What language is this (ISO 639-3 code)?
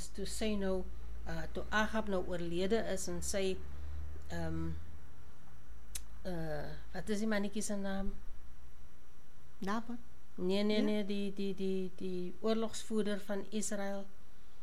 afr